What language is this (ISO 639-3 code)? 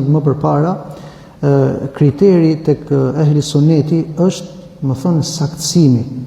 sqi